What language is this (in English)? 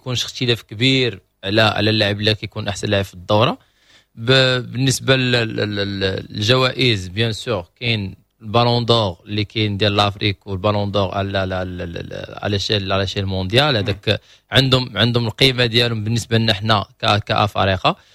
Moroccan Arabic